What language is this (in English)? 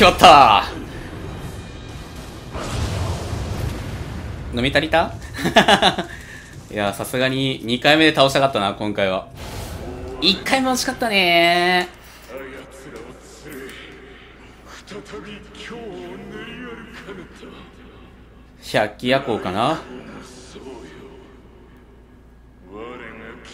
Japanese